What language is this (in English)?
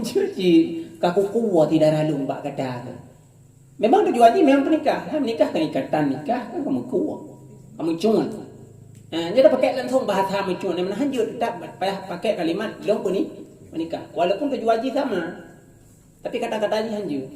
Achinese